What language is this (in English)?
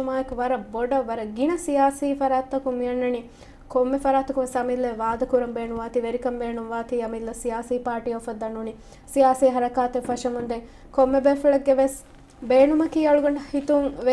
Divehi